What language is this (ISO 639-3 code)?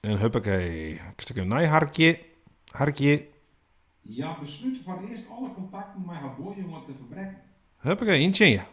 fry